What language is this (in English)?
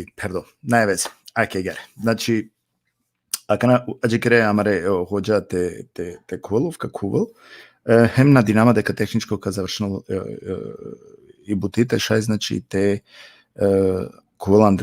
Balkan Romani